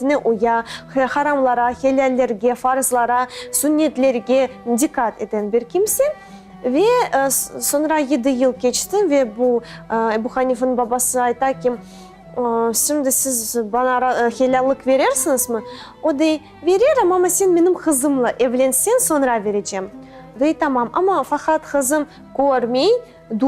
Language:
Crimean Tatar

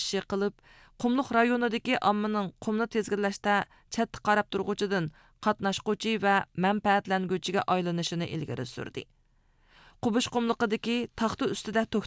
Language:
Uyghur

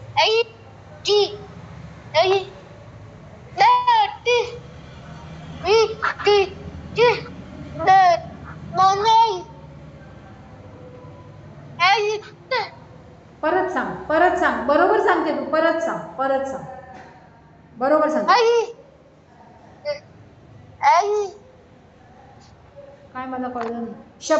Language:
Marathi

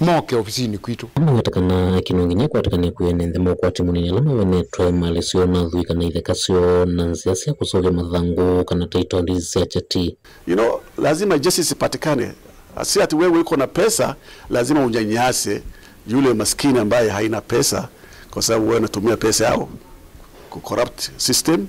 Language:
Kamba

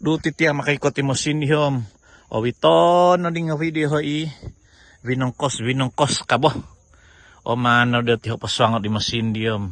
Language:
Central Dusun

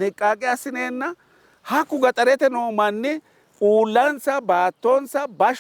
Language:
Sidamo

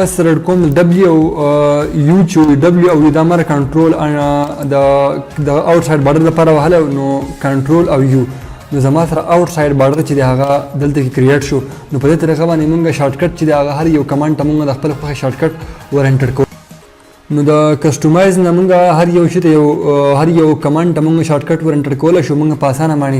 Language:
Pashto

